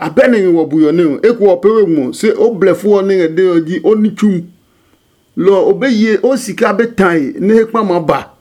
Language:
Adangme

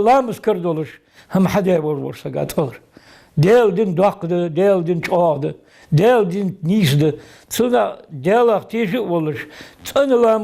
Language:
Ingush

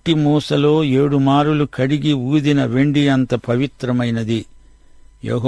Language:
Telugu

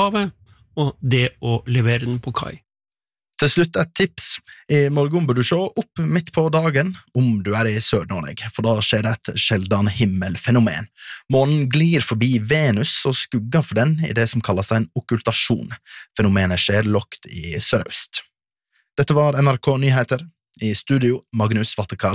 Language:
Norwegian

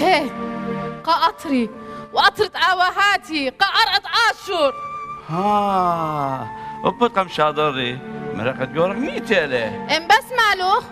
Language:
Assyrian Neo-Aramaic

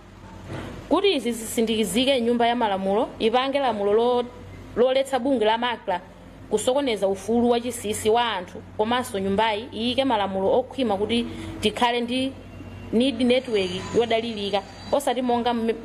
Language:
Nyanja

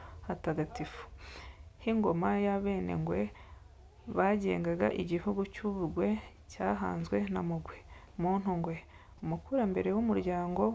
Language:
Kinyarwanda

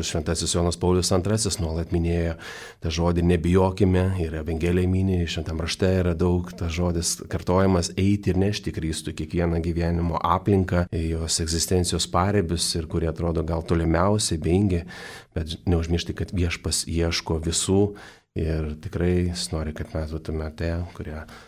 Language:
Lithuanian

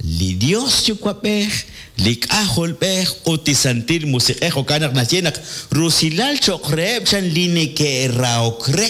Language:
Kekchí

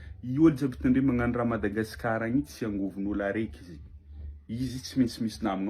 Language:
Malagasy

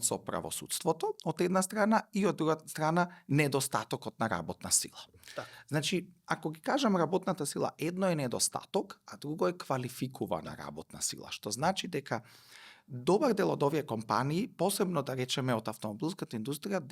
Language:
Macedonian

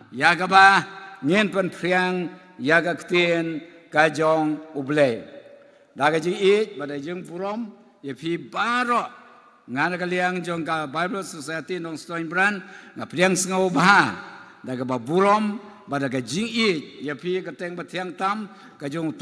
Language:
Khasi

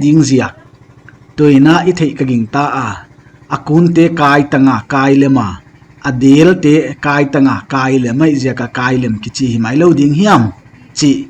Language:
Paite Chin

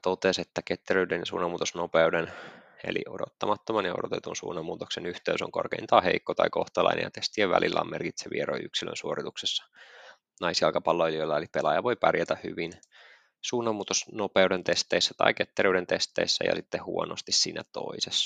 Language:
Finnish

